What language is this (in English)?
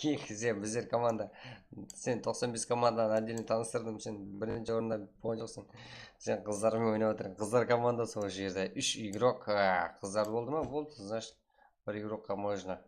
Kara-Kalpak